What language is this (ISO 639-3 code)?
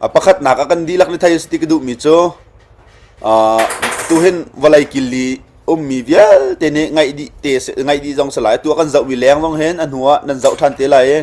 cnh